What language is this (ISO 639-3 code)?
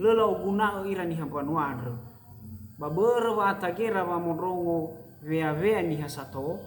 nia